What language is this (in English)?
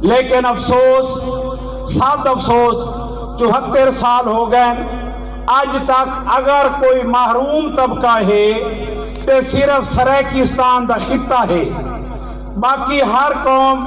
Saraiki